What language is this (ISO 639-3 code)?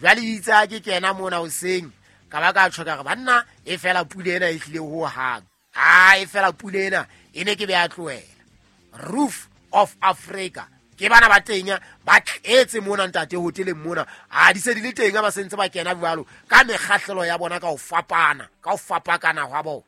sot